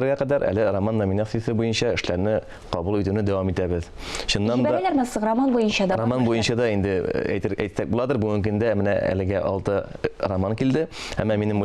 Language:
Tatar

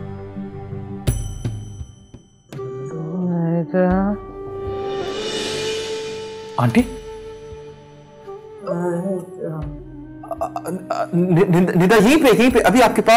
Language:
Hindi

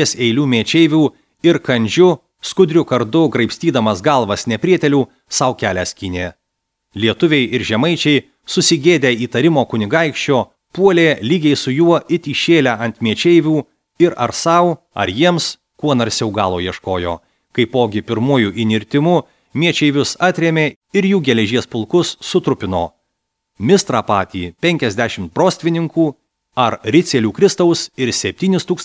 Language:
Lithuanian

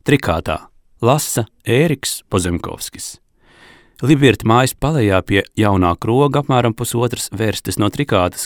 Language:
Latvian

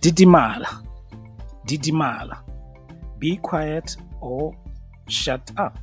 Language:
Tswana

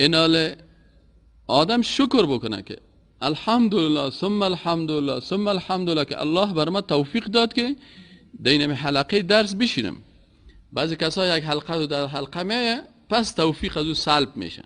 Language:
Persian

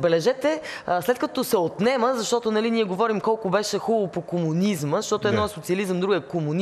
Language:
Bulgarian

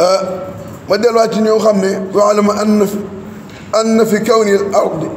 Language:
Wolof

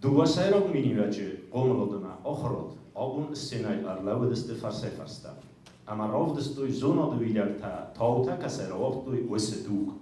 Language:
Ossetic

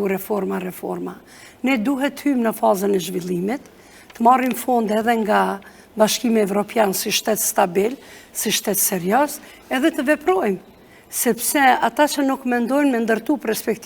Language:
Albanian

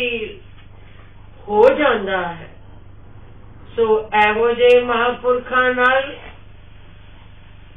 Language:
Punjabi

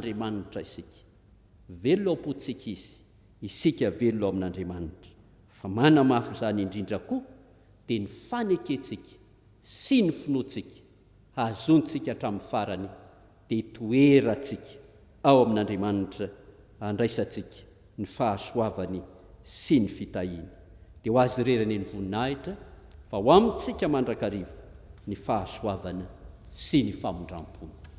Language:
Malagasy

